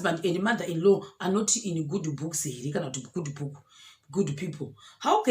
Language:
Shona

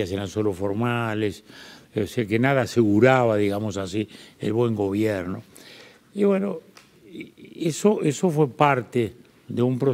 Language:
Spanish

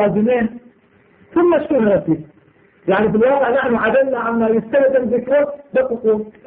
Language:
Arabic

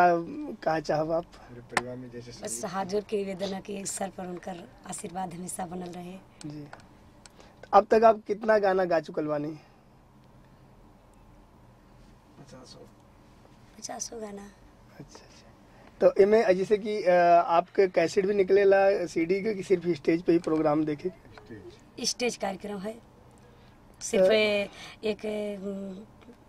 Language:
Bhojpuri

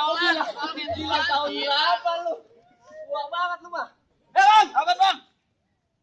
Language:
Betawi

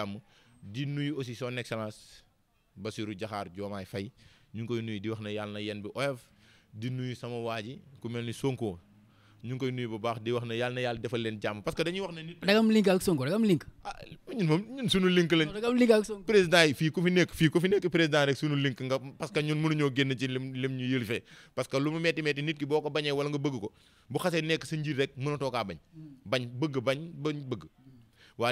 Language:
Wolof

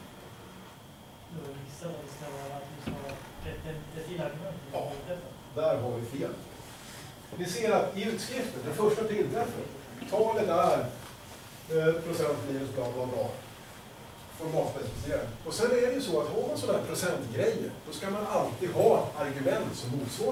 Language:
Swedish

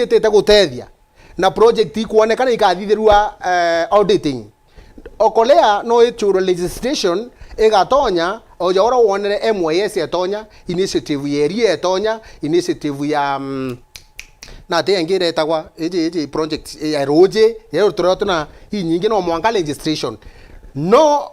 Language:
Meru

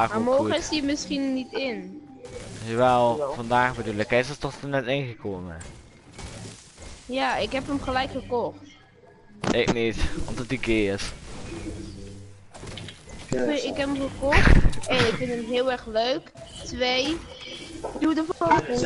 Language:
Dutch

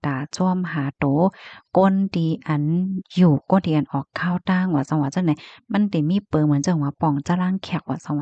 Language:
Shan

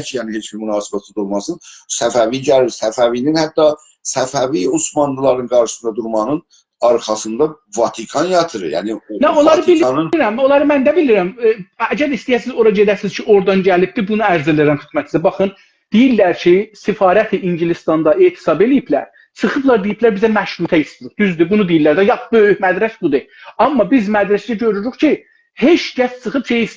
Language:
South Azerbaijani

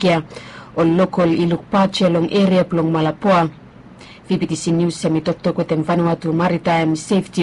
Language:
Bislama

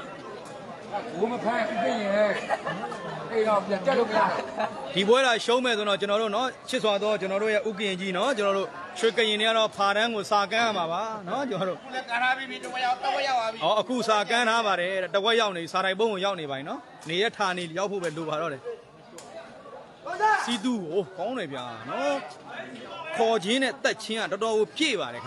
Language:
Burmese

